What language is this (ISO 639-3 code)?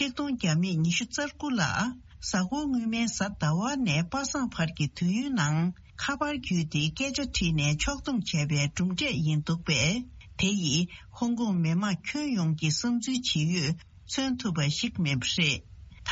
bod